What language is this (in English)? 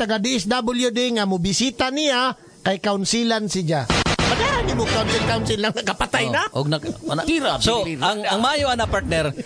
Cebuano